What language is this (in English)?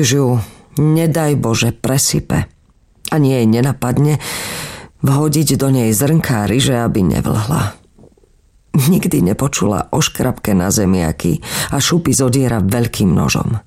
Slovak